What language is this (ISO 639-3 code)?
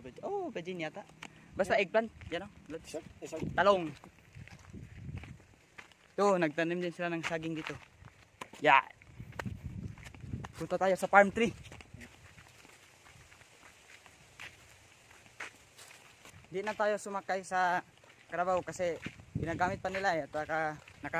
fil